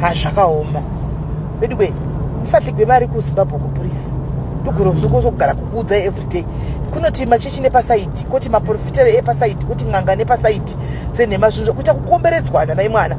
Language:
Shona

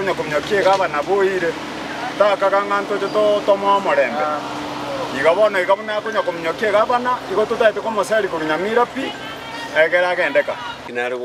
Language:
Gusii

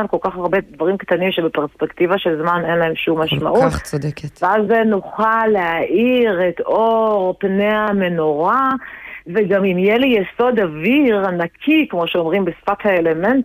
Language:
Hebrew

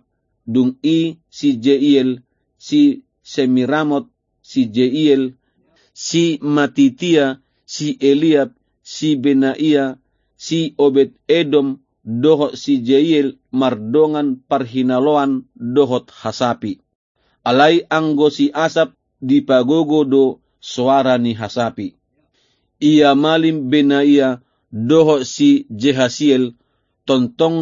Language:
Batak Toba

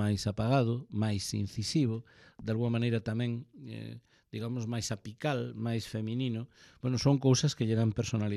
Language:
Galician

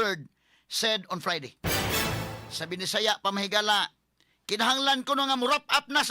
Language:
Cebuano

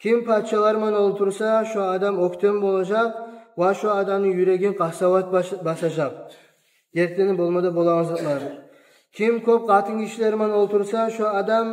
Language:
Kumyk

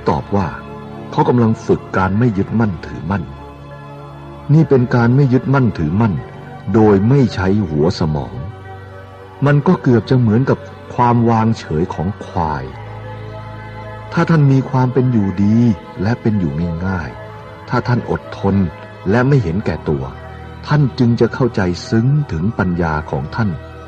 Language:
Thai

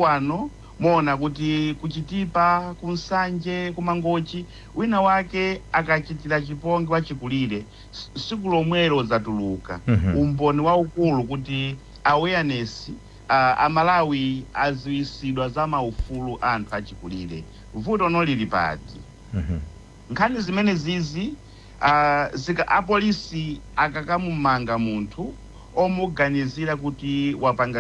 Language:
Nyanja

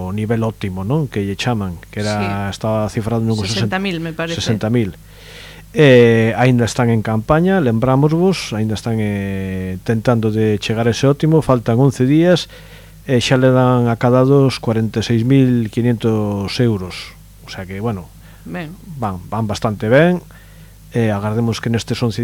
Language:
Galician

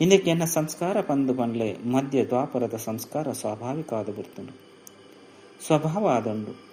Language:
Tulu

